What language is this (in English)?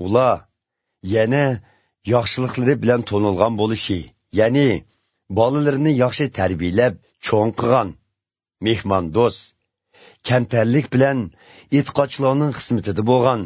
Uyghur